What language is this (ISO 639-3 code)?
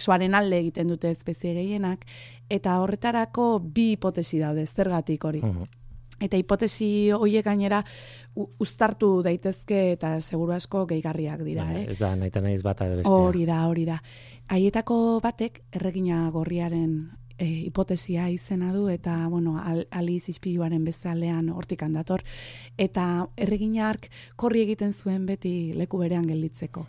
eus